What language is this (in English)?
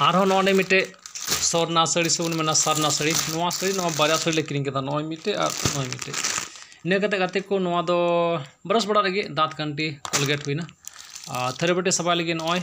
Santali